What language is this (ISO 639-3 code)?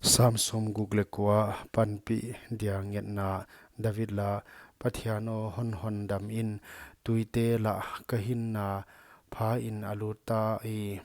pck